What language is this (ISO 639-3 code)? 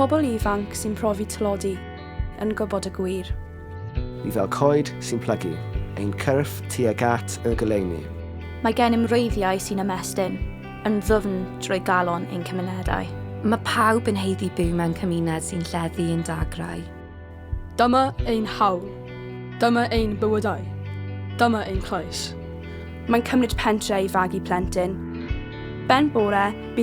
cym